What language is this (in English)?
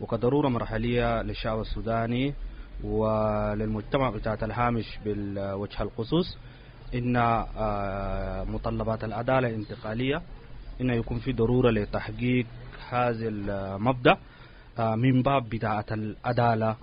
Sudanese Arabic